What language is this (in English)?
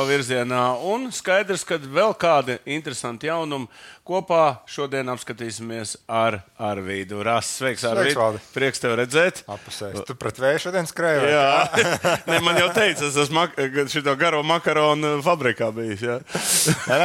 Latvian